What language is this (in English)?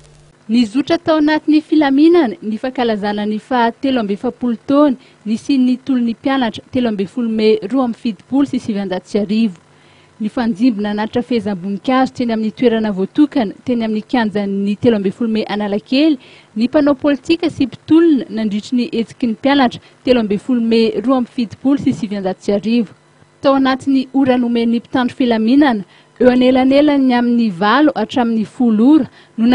Malagasy